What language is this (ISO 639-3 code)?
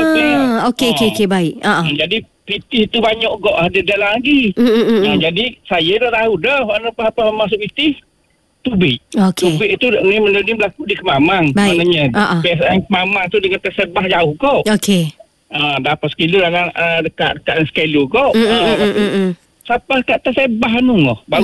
msa